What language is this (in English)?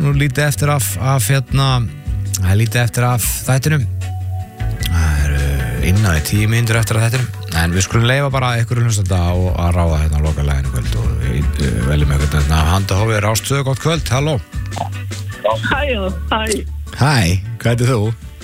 Icelandic